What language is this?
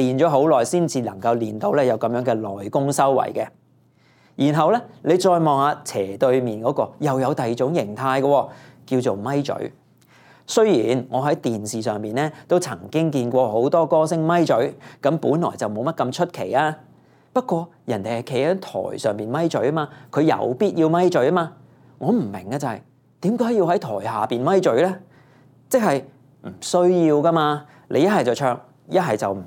Cantonese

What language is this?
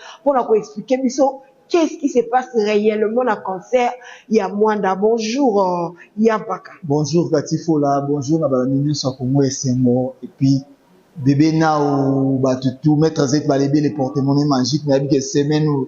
Lingala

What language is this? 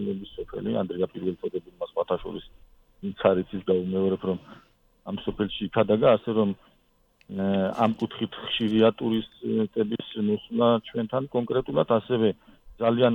Georgian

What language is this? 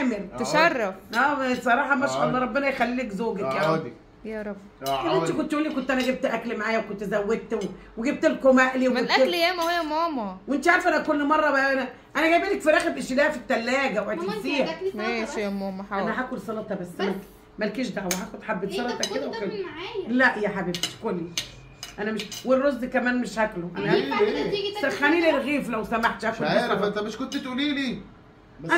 Egyptian Arabic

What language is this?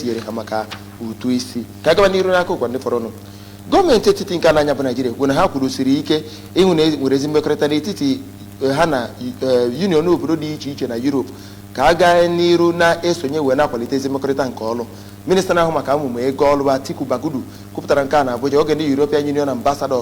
Igbo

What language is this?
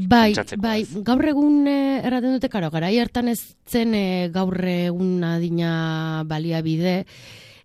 Basque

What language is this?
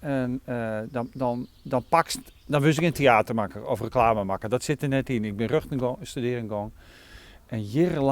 Western Frisian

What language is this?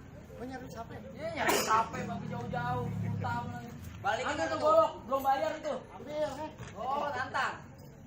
Betawi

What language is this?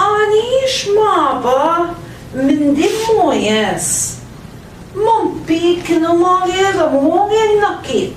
Central Ojibwa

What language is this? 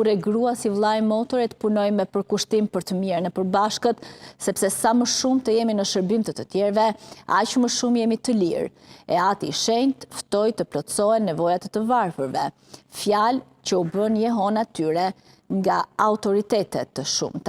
Albanian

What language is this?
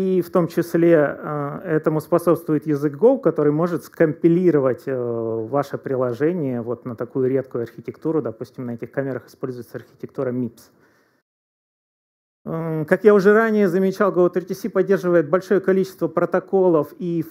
Russian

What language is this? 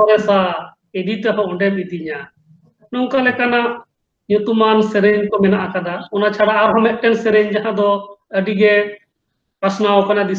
Santali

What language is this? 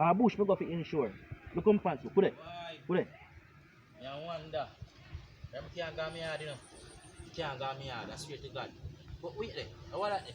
Jamaican Creole English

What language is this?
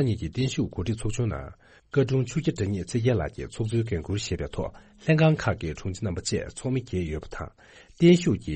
Tibetan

